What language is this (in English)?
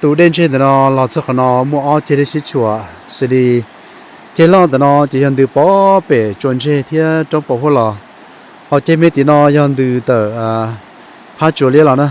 Hmong